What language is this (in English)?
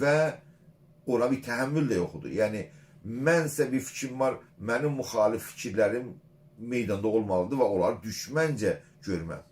South Azerbaijani